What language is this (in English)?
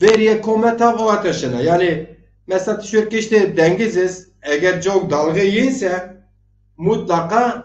Zaza